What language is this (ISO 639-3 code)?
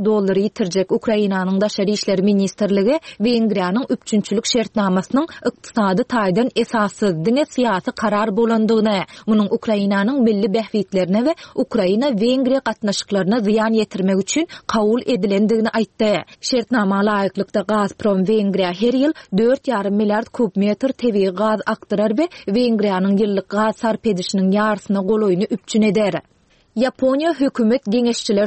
tuk